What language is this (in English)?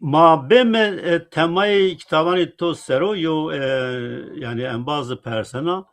Zaza